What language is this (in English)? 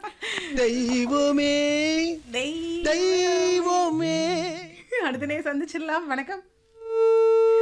Tamil